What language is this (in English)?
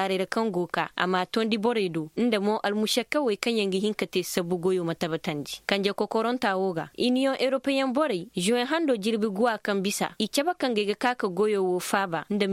Koyraboro Senni